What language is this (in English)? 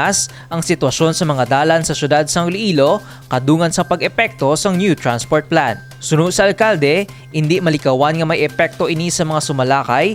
Hiligaynon